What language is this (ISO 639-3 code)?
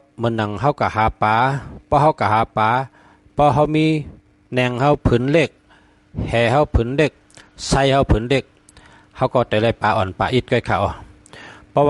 shn